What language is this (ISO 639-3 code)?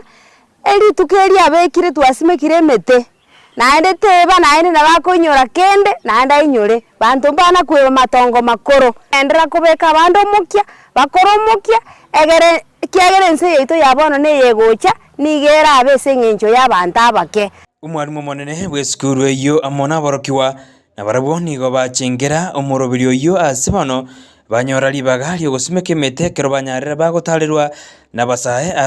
guz